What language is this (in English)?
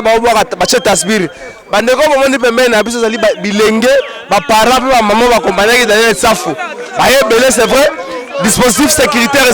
Lingala